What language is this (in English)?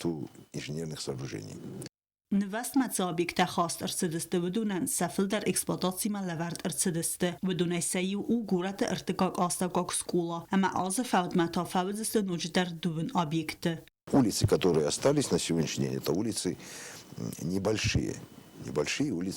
Ossetic